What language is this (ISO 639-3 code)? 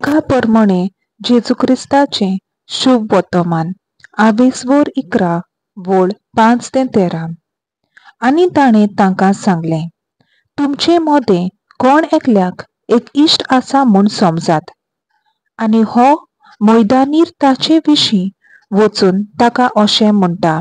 kok